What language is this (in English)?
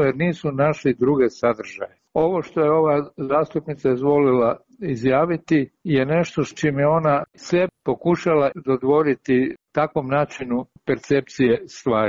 Croatian